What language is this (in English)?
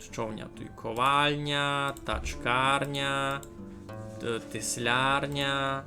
Rusyn